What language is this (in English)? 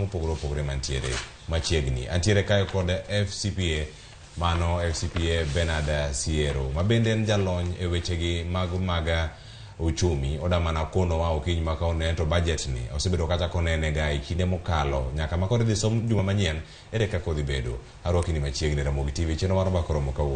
Luo (Kenya and Tanzania)